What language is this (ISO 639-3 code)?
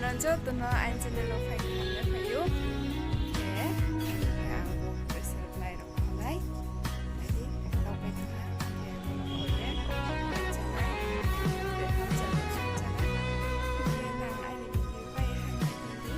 ria